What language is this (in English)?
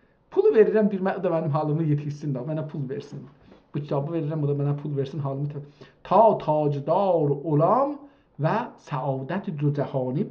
South Azerbaijani